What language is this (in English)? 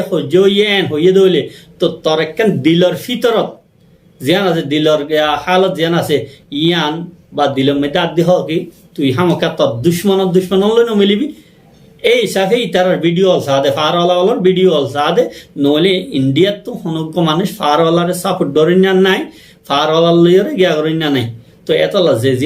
Rohingya